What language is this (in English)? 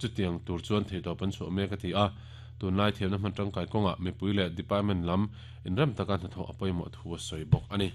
Mizo